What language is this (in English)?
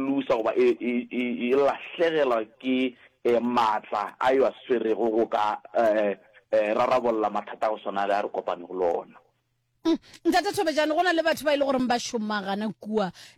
Northern Sotho